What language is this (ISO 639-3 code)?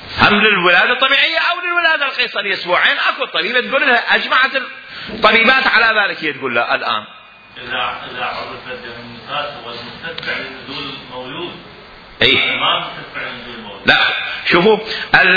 acm